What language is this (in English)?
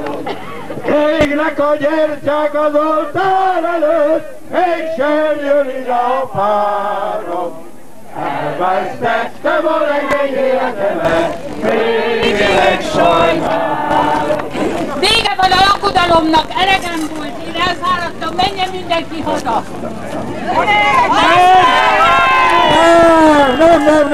Hungarian